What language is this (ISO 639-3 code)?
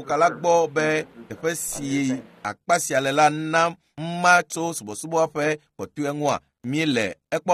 ewe